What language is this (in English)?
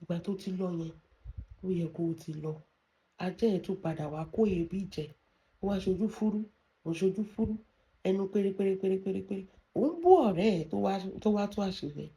Yoruba